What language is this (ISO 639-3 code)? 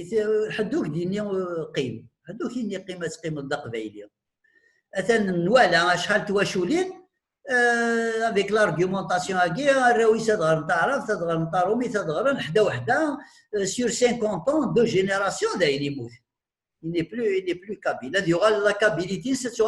kab